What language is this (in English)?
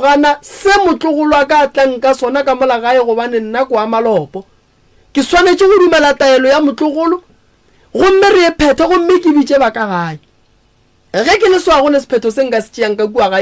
Northern Sotho